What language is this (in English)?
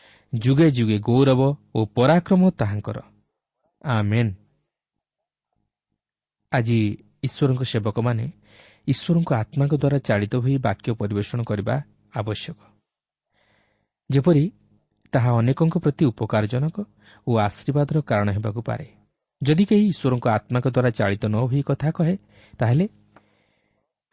Odia